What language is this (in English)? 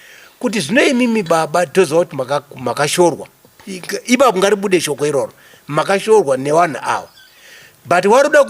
Shona